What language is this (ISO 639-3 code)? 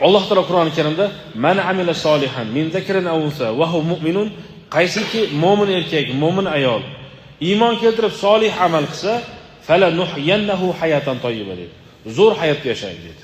uzb